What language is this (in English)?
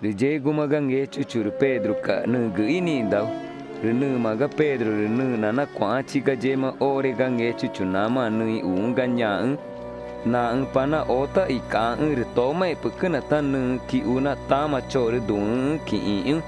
Ticuna